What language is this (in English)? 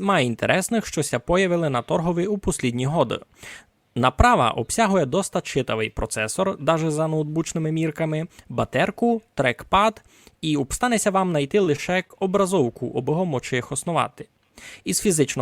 Rusyn